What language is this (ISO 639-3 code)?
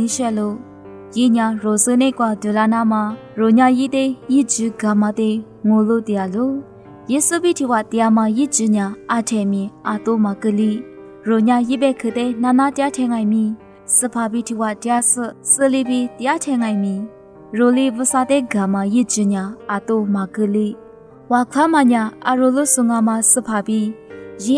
lis